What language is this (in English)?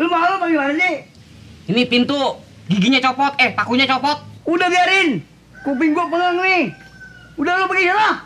Betawi